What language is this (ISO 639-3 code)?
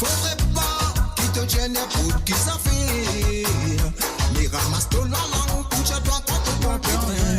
mfe